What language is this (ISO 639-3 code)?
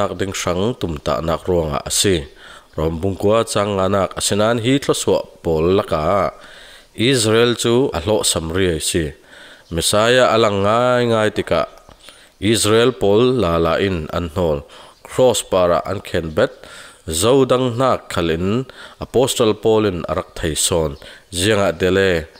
cfm